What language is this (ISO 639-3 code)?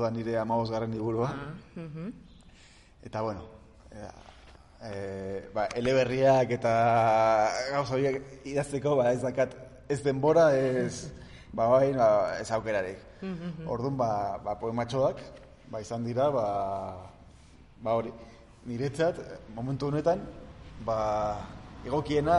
eus